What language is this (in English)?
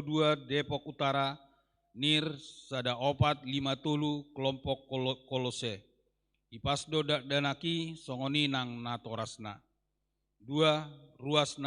Batak Toba